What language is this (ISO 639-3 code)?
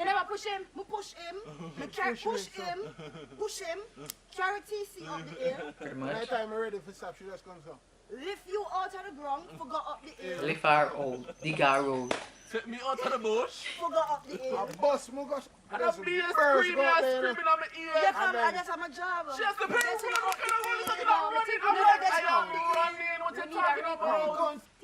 jam